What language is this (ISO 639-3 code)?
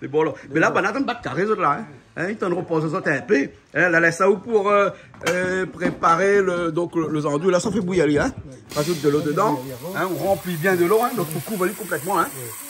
rcf